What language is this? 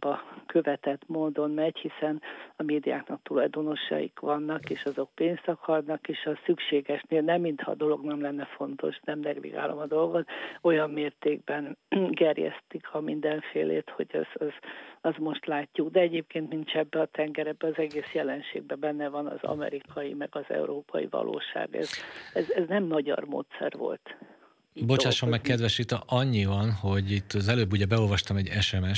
Hungarian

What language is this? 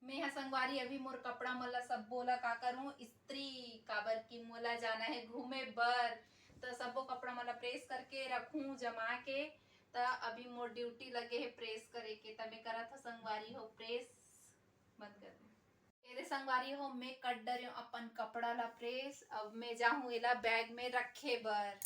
Chhattisgarhi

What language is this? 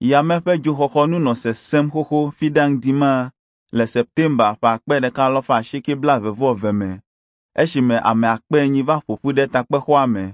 Ewe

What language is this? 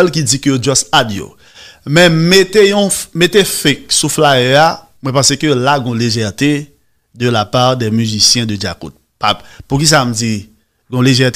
Haitian Creole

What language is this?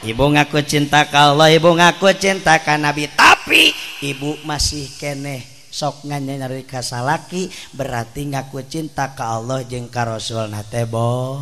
Sundanese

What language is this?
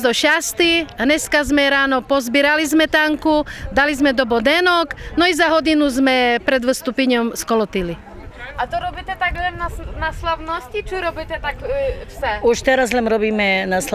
Rusyn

